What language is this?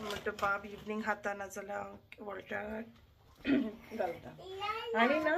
Konkani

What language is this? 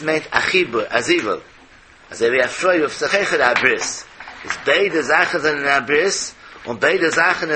Yiddish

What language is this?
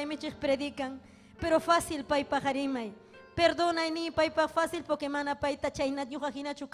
Ayacucho Quechua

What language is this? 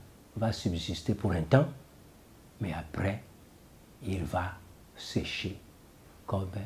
French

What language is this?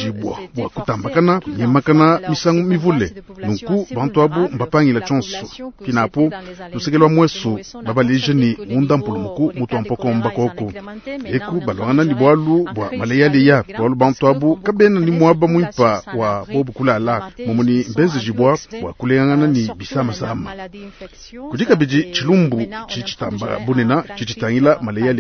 Luba-Lulua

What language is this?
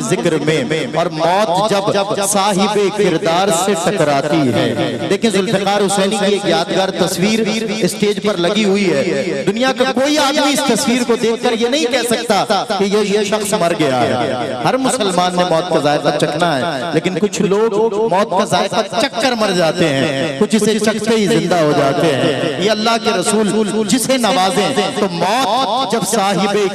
Urdu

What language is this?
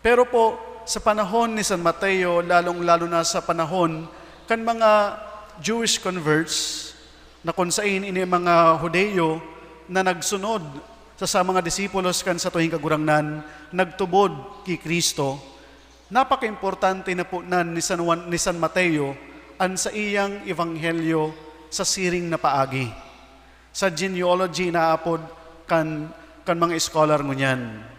Bikol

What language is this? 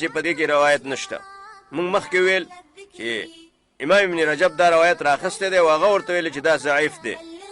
Pashto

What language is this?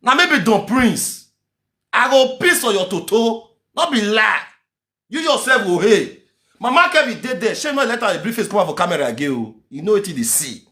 Nigerian Pidgin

